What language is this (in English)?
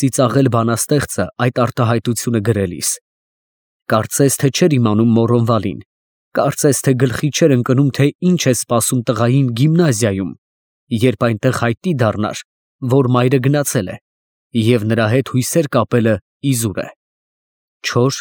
Armenian